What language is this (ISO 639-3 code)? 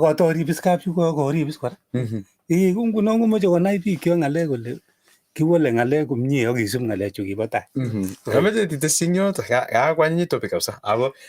kln